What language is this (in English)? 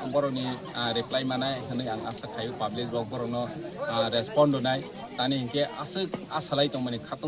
Kok Borok